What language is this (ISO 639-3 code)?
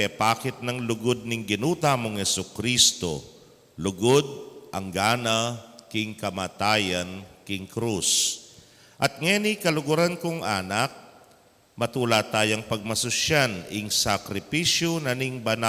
pam